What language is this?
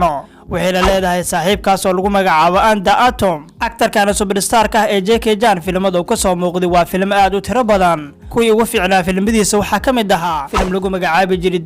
Somali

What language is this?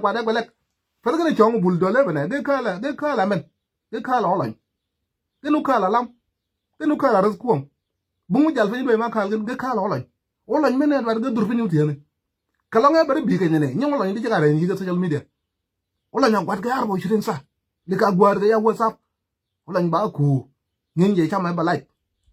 Nuer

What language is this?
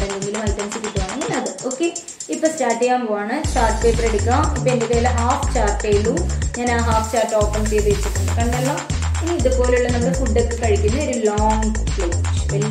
Malayalam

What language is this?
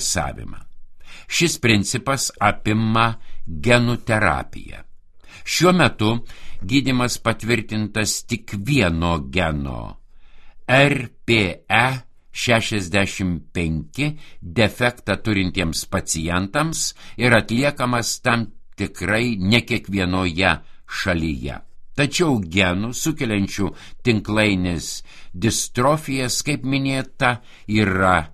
Lithuanian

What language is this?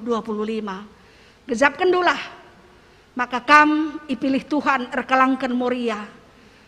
Batak Karo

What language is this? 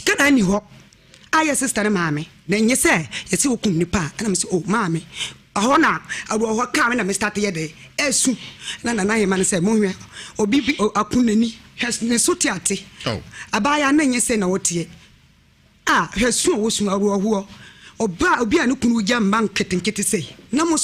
Akan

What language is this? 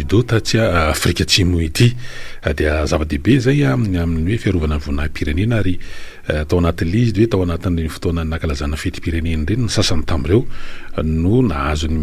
Malagasy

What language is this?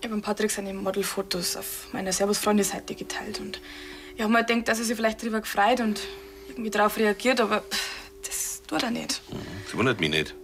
Bavarian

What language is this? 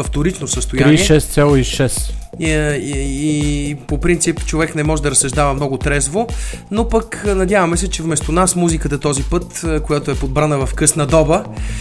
Bulgarian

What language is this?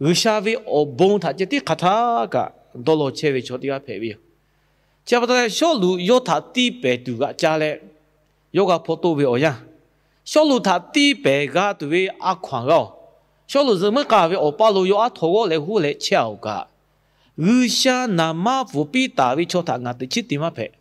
Lahu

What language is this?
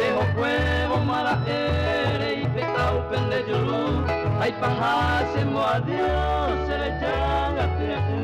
Guarani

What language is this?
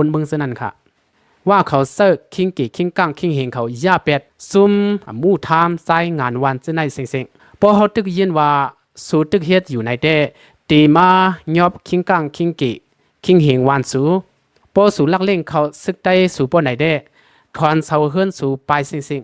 Lao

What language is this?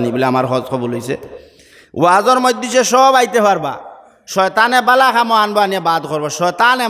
Sylheti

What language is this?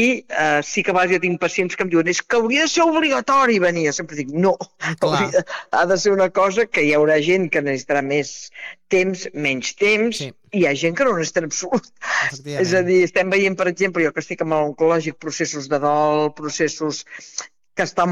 Catalan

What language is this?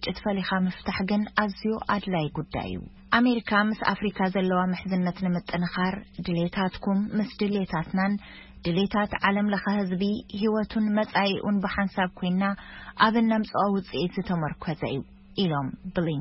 Tigrinya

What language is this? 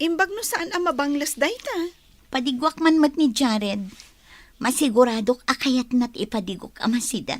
Iloko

